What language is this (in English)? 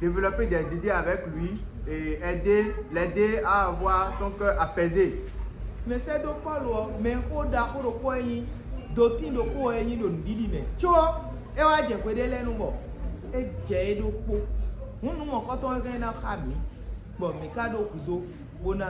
Fon